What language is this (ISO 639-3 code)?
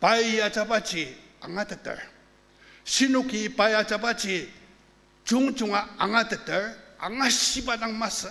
njo